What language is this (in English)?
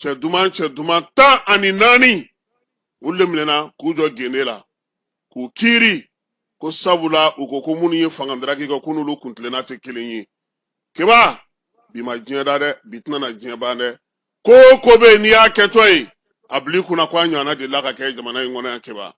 Bambara